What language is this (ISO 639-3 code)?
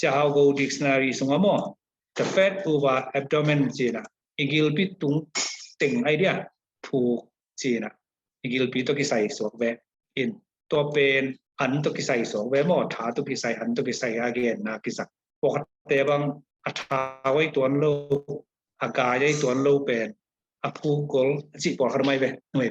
ctd